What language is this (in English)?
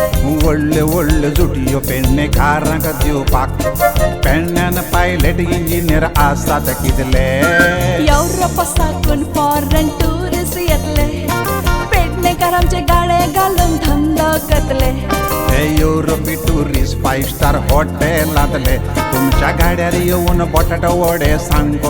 Konkani